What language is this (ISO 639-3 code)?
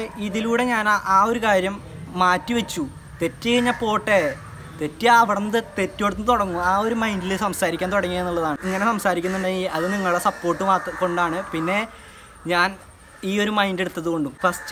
mal